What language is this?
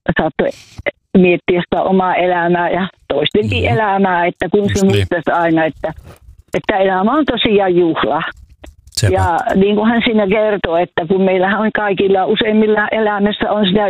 Finnish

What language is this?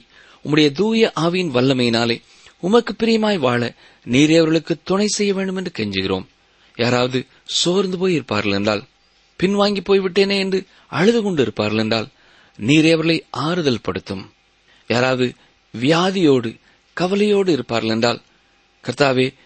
Tamil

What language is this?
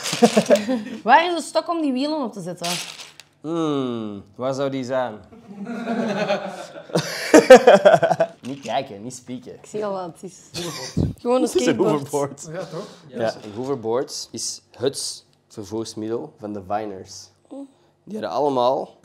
Dutch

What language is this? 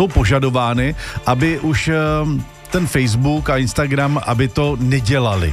Czech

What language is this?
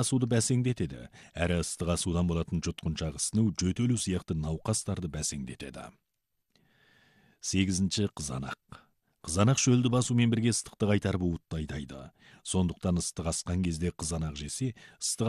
Kazakh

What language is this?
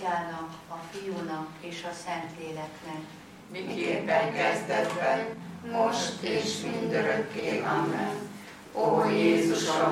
Hungarian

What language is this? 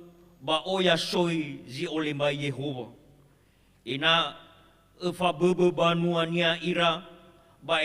Nias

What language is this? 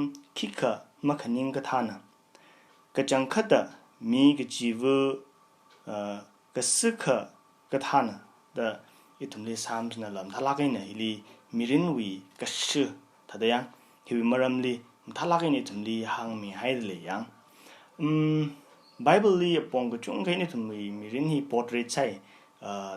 Tangkhul Naga (India)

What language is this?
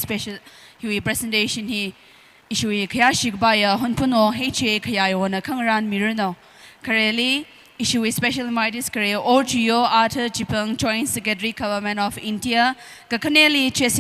Tangkhul Naga (India)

